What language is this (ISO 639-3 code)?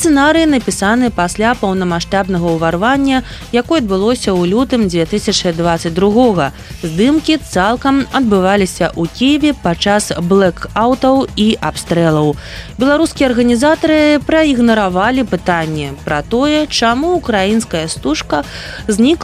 bel